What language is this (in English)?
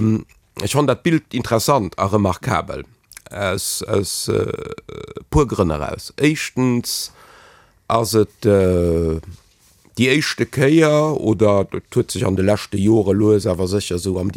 Luxembourgish